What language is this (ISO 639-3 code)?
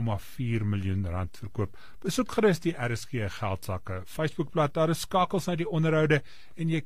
afr